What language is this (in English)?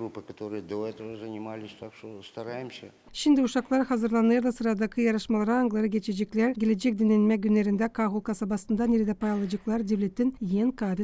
Gagauz